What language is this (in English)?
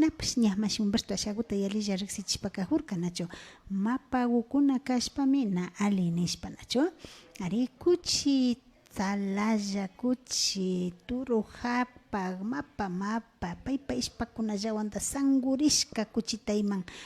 Imbabura Highland Quichua